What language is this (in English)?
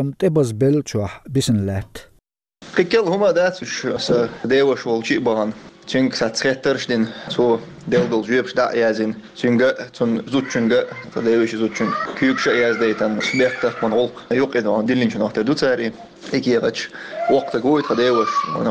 Chechen